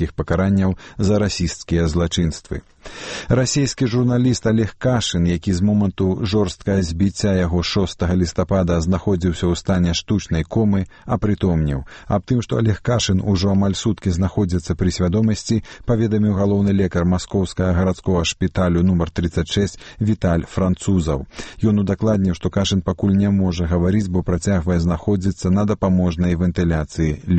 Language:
Belarusian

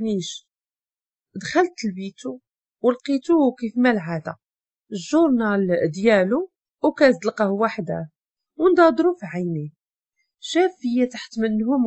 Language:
Moroccan Arabic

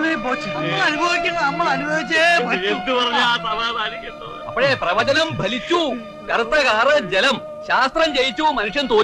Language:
Malayalam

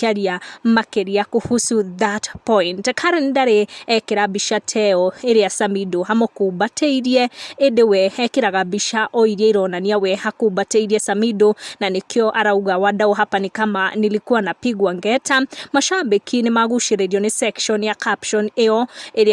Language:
Kikuyu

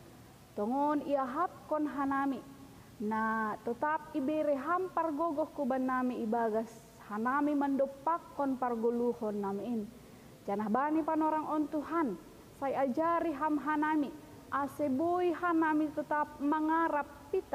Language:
Batak Simalungun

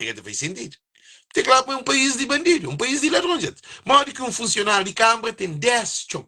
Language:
Kabuverdianu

